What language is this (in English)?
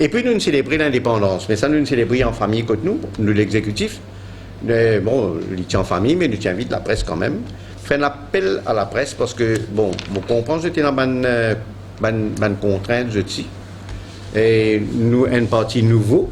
Morisyen